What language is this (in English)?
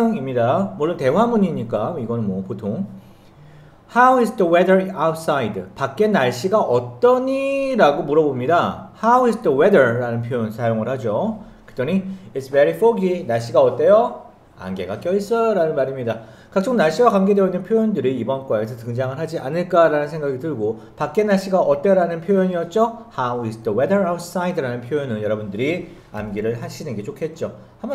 Korean